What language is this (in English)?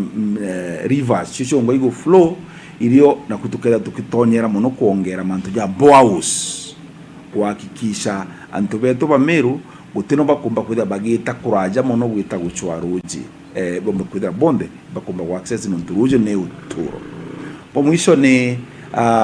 Meru